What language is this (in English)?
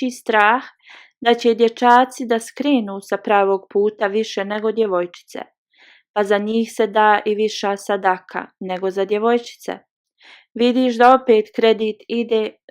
Bosnian